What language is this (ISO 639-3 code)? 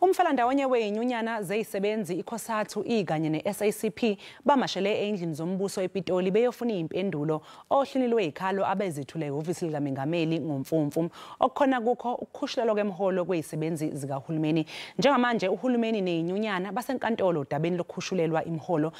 zul